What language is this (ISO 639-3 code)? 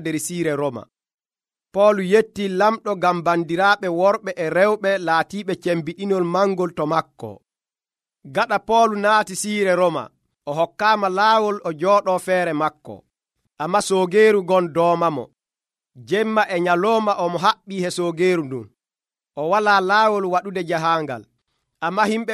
fuv